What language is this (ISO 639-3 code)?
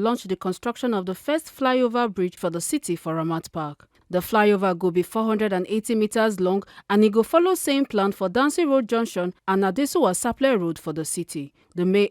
pcm